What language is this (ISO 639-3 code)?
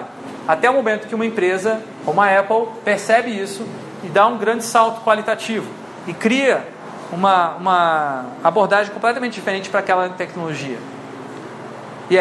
por